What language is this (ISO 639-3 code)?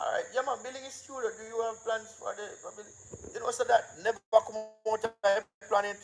jam